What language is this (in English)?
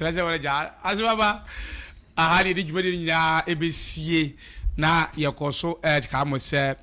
Akan